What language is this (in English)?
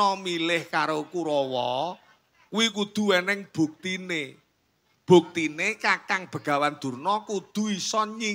Javanese